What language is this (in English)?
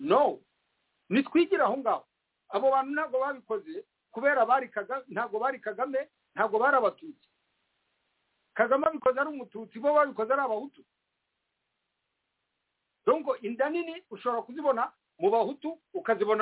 Kinyarwanda